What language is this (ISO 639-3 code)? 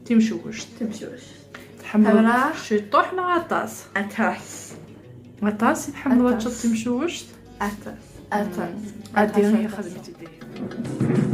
kab